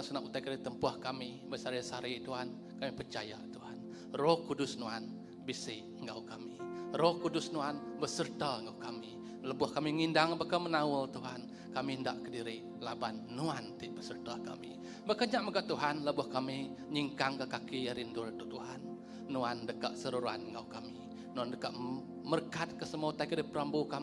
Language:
Iban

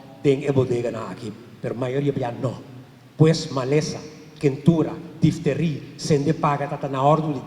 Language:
Papiamento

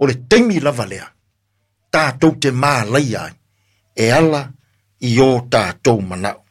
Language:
Samoan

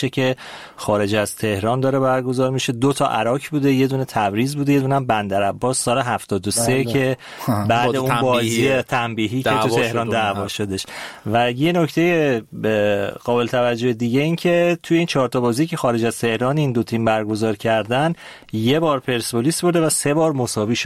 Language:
Persian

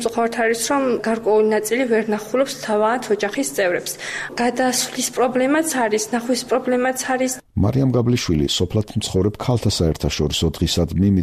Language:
Georgian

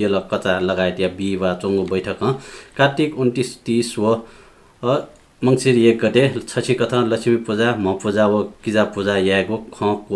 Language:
Newari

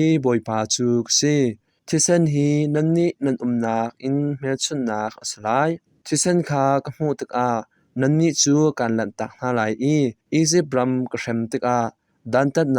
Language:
Hakha Chin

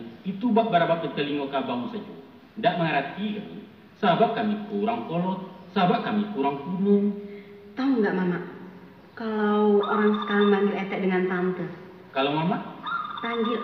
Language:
Minangkabau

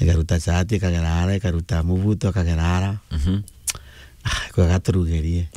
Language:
Meru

